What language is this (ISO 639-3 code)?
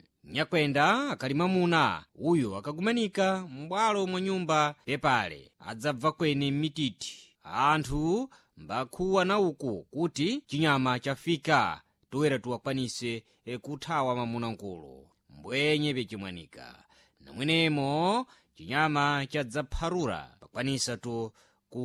seh